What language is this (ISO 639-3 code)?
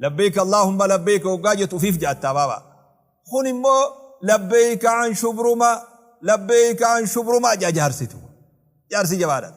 orm